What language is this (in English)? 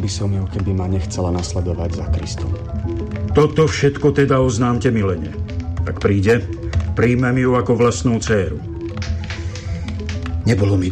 Slovak